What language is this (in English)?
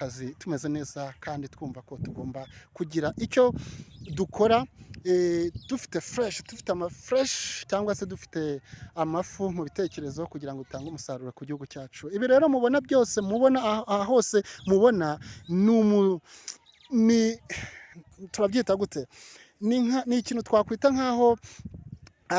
Kinyarwanda